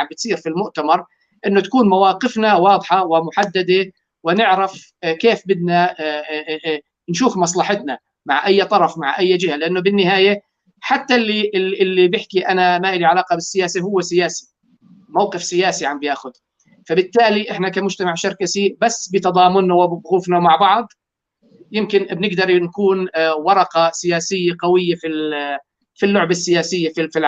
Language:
North Levantine Arabic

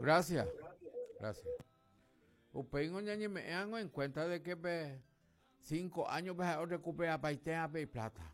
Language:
Guarani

